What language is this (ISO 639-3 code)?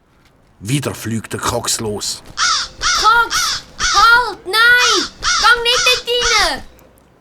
gsw